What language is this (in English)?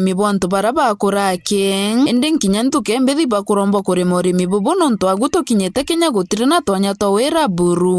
Meru